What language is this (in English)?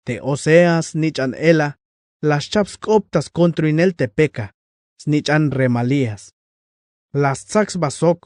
Tzeltal